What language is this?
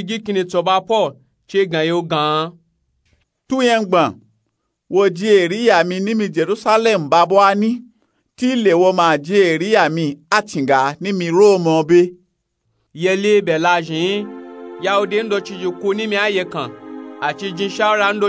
Nupe-Nupe-Tako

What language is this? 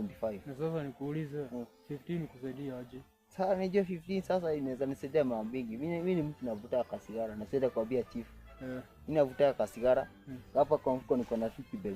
Swahili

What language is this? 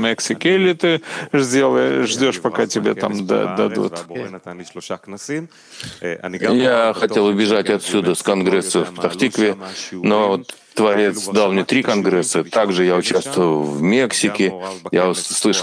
Russian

